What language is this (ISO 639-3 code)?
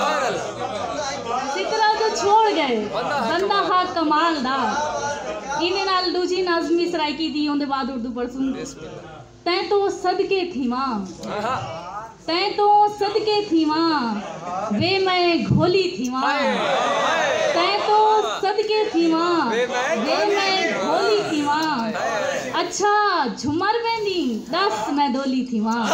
skr